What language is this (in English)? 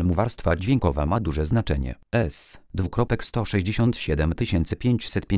Polish